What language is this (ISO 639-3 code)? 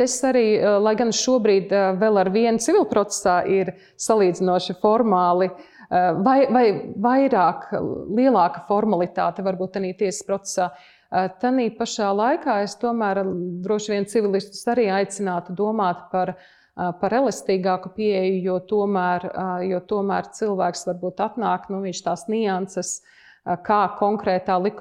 lav